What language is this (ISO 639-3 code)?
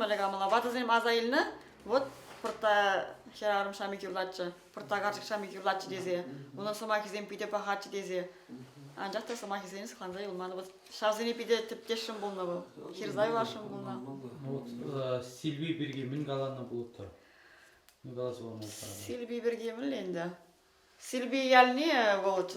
chv